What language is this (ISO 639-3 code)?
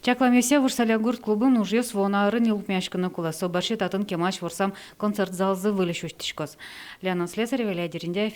udm